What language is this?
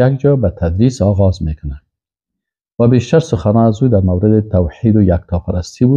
Persian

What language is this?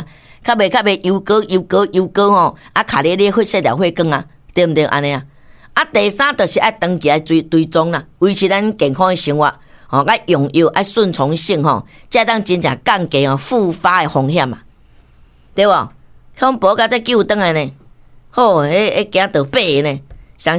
Min Nan Chinese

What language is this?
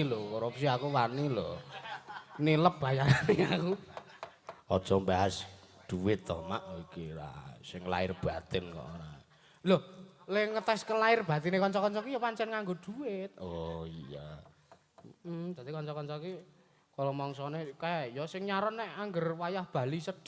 Javanese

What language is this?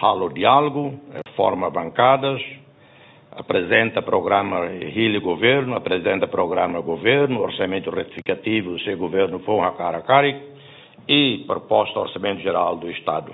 Tetum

